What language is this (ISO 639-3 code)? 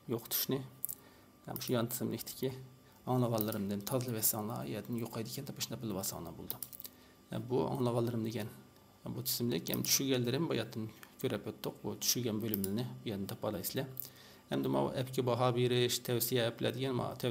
uig